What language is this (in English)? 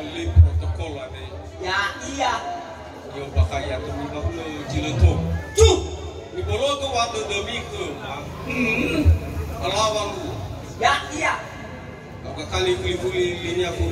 Nias